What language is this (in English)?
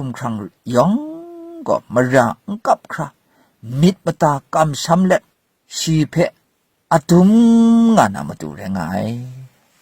Kachin